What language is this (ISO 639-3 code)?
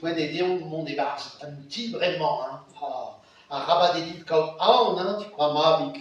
bre